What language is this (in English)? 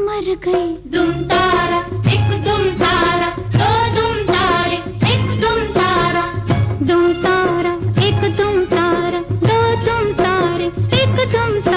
Hindi